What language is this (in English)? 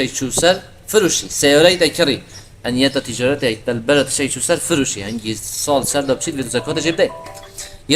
Kurdish